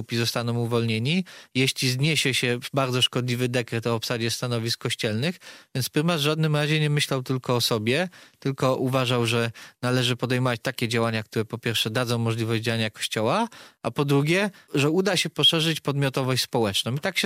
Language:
Polish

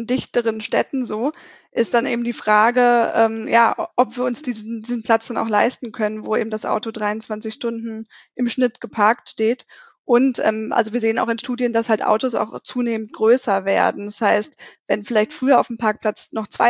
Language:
German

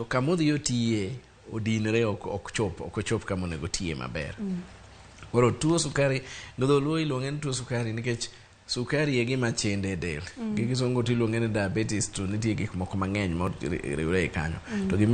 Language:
Luo (Kenya and Tanzania)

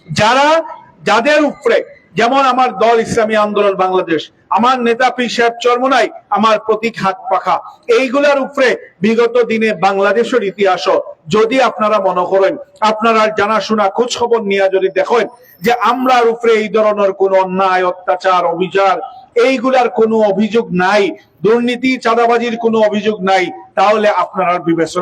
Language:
Sylheti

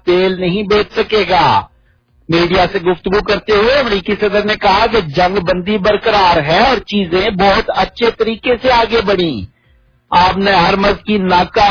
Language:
Urdu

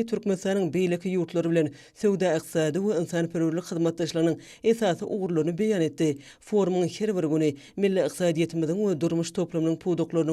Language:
Turkmen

